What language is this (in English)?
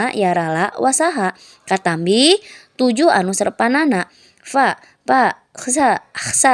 Sundanese